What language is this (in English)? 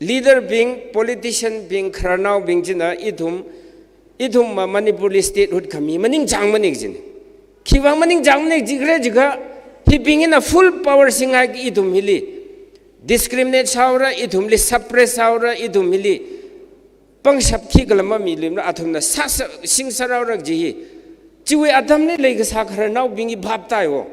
Tangkhul Naga (India)